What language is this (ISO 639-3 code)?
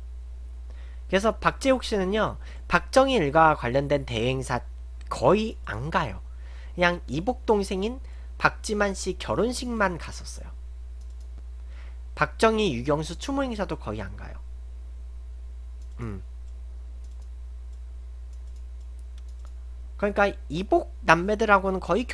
kor